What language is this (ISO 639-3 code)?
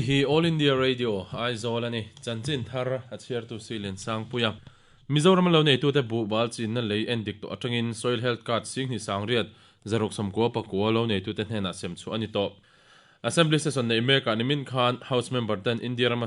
lus